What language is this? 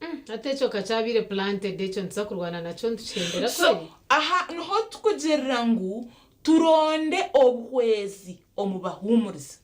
Nyankole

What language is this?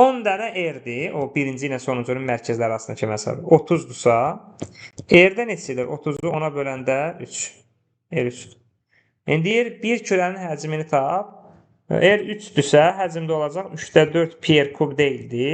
Azerbaijani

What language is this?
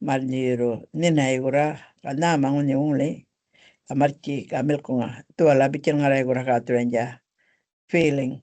Gumatj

